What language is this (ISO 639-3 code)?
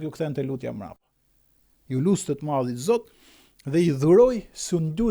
sqi